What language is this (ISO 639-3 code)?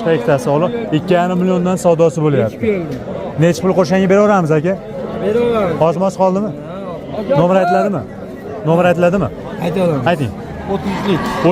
uzb